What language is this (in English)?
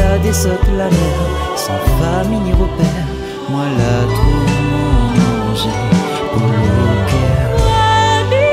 Réunion Creole French